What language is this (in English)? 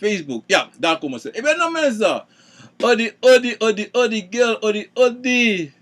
Sranan Tongo